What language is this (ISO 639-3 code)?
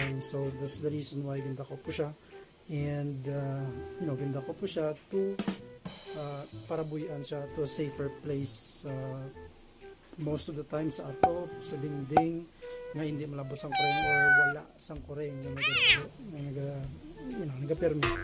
hil